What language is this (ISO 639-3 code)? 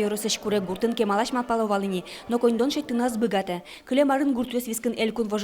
udm